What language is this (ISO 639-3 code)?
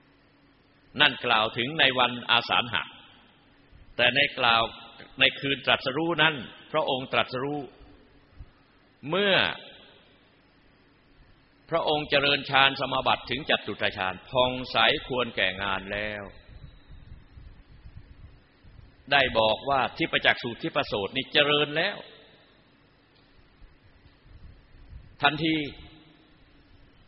tha